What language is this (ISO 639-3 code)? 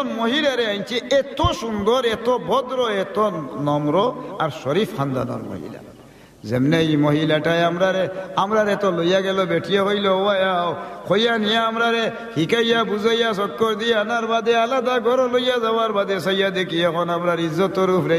syl